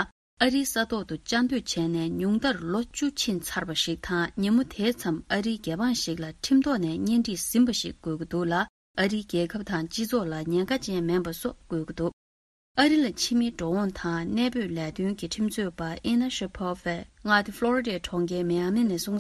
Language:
Tibetan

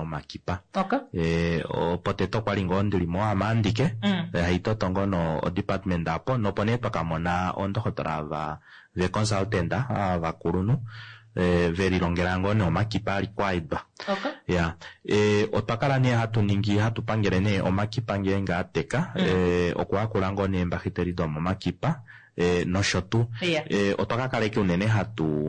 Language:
Kuanyama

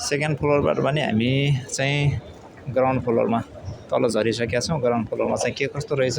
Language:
Nepali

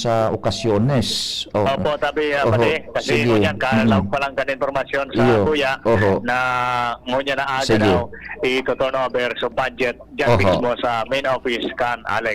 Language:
Bikol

